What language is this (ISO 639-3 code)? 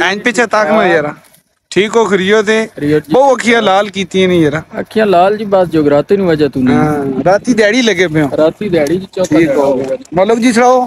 skr